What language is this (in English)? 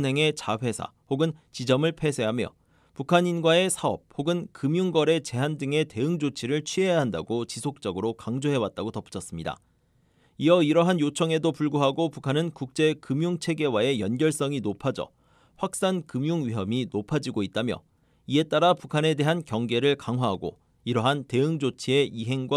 Korean